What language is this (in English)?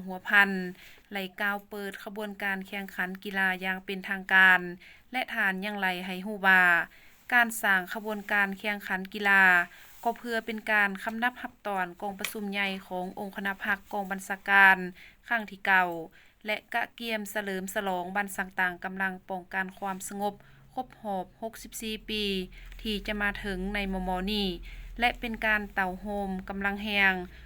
Lao